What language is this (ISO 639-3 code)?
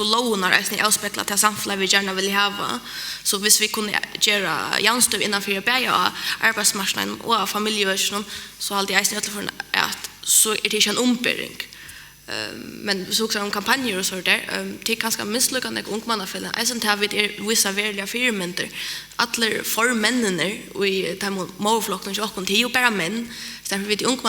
fao